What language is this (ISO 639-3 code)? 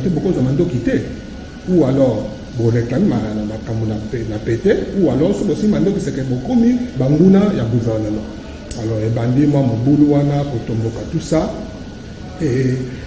lin